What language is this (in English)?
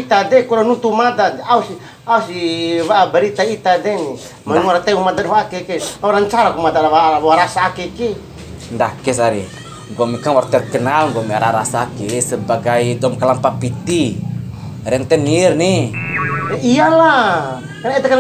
Bima